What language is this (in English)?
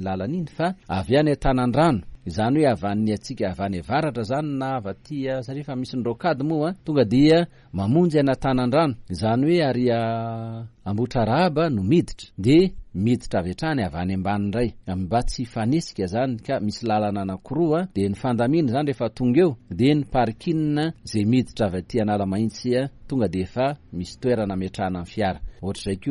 Malagasy